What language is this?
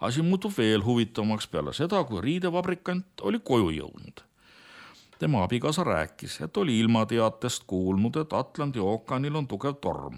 Estonian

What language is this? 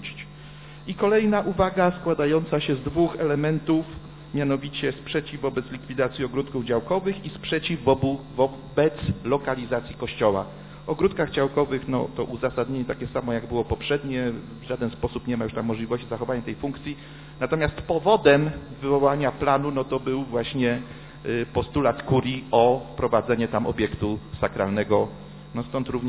Polish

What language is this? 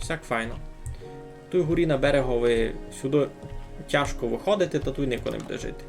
Rusyn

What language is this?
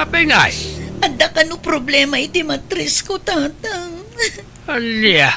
Iloko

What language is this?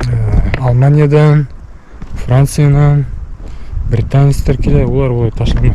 Bashkir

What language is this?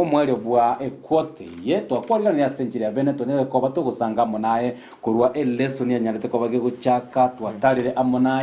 Gusii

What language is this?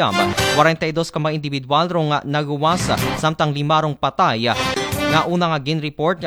Aklanon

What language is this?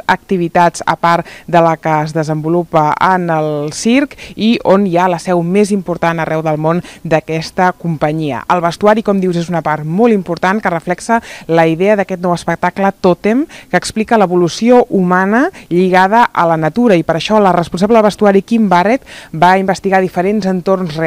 Catalan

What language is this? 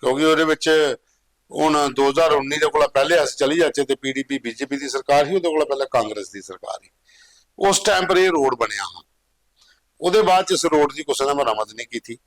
Dogri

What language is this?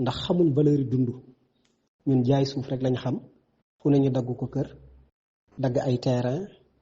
Wolof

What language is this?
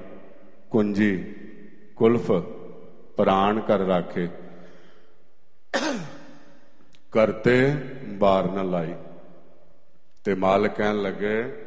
Punjabi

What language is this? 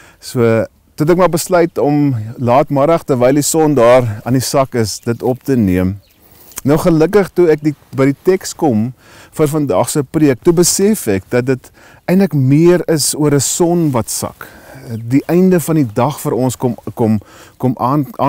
Afrikaans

